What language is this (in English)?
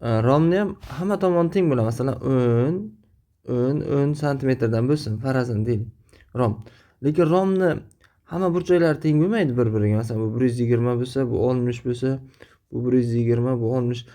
Uzbek